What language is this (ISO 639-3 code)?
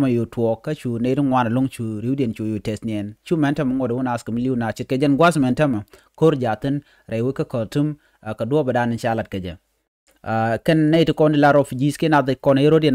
nus